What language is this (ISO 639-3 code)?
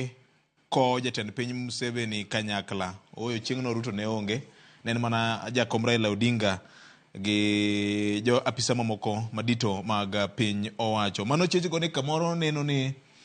luo